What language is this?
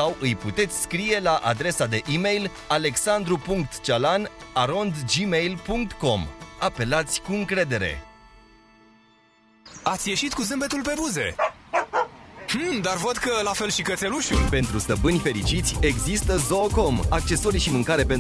Romanian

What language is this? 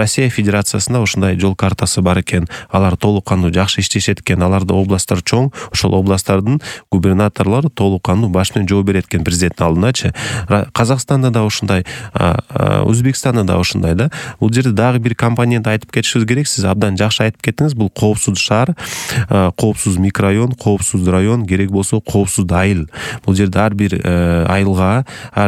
Kyrgyz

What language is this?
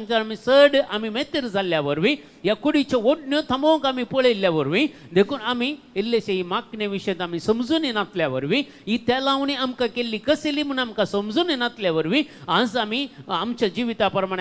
Konkani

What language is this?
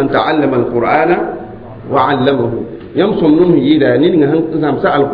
Mossi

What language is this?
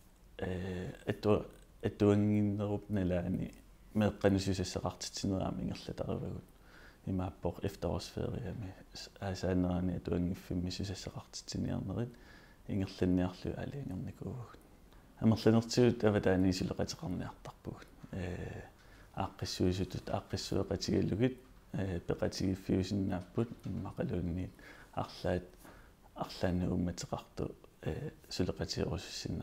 Kalaallisut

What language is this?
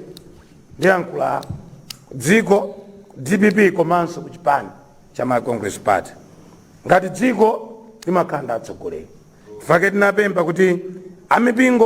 Nyanja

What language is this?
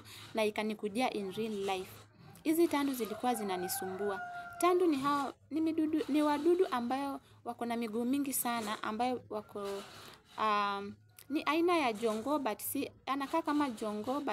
Swahili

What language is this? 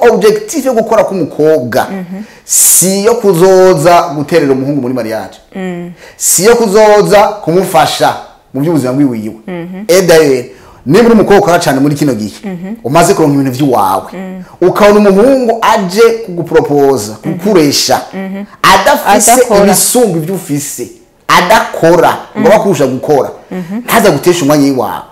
Rundi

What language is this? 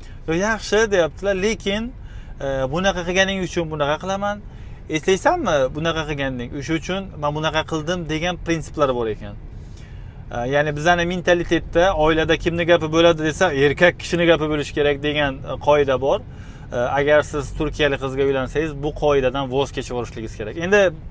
Uzbek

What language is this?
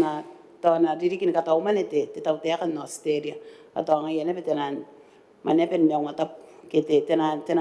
Gilbertese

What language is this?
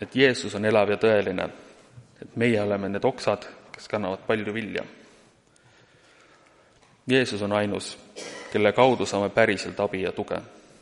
Estonian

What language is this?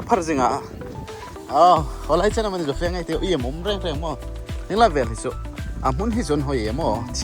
Hmar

